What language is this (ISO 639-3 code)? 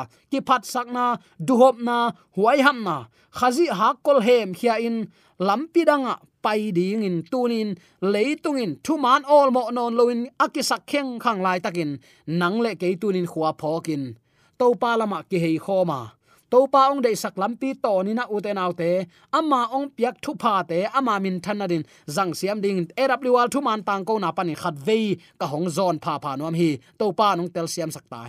ctd